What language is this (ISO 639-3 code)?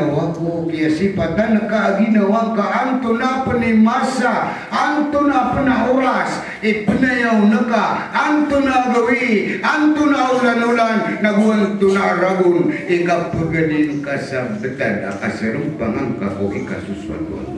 mrw